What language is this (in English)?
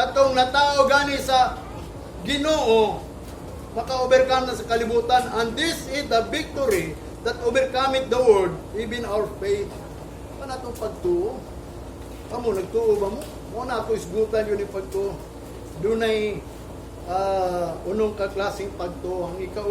Cebuano